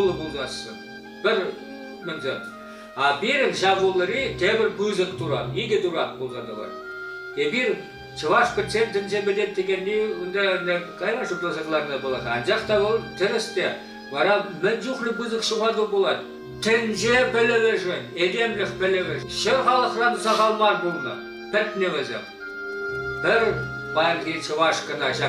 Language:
Chuvash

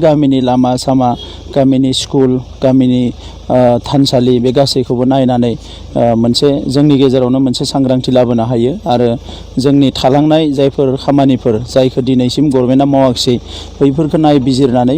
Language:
Bodo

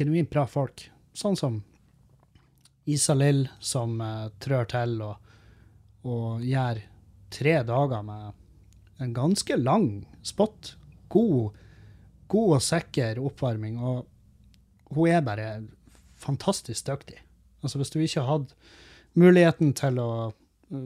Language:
Norwegian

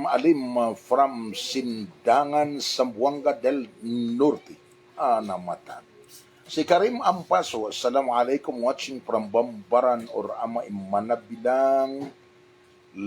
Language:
Maranao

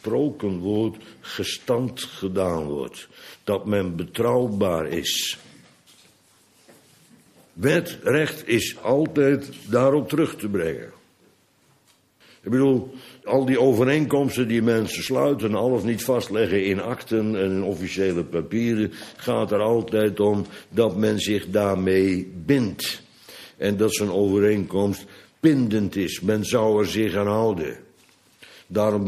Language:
Dutch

